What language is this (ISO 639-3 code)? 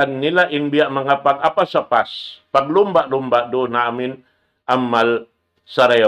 tsg